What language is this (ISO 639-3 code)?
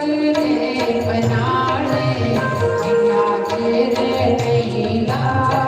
doi